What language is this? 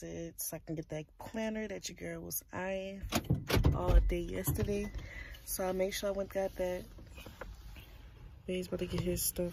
English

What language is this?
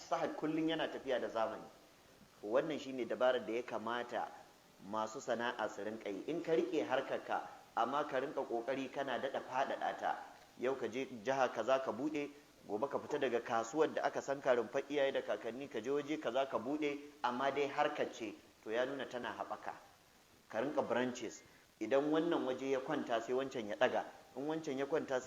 Hausa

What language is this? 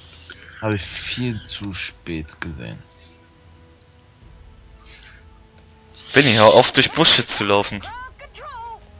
German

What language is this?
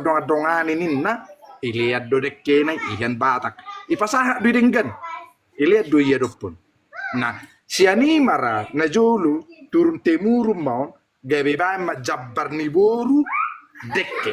Batak Toba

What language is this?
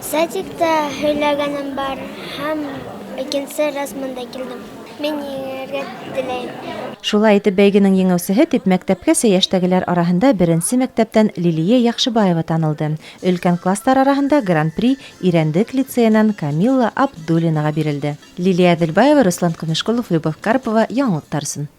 Bashkir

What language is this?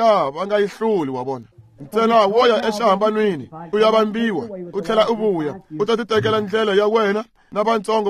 Tsonga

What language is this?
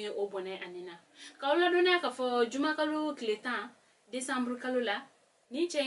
Bambara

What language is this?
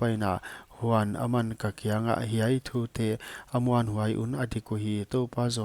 Paite Chin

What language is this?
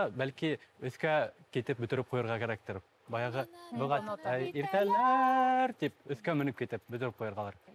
Bashkir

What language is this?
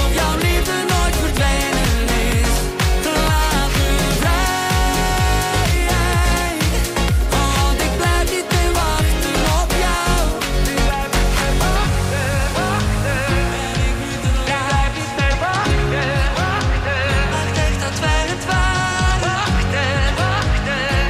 Dutch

